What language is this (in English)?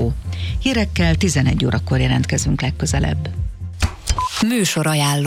Hungarian